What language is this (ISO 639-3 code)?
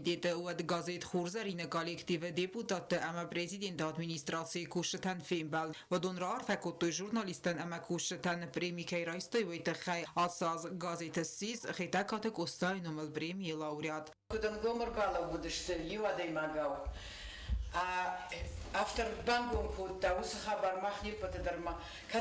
oss